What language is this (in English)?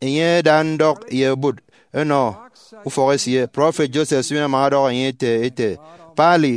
Efik